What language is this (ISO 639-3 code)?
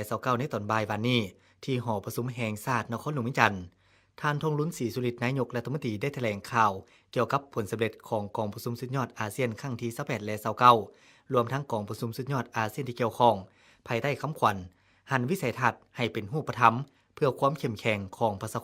lao